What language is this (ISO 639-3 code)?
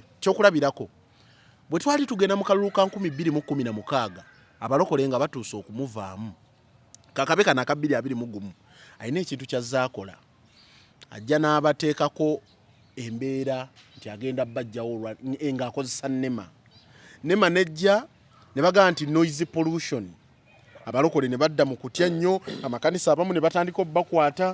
lug